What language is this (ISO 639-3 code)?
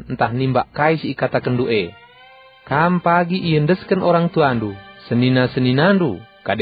btx